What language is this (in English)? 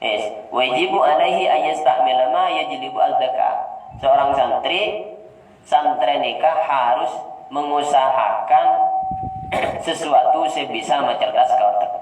Madurese